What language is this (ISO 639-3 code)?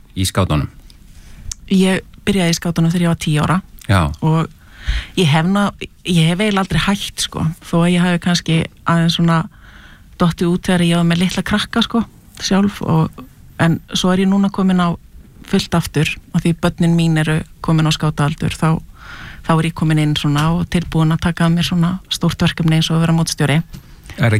isl